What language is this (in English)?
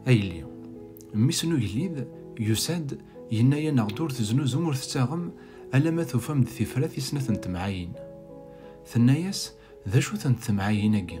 Kabyle